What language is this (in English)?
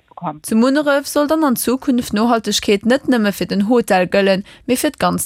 Luxembourgish